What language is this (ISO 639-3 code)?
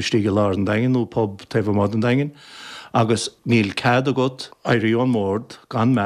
gle